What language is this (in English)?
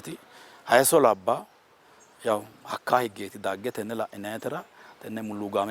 Sidamo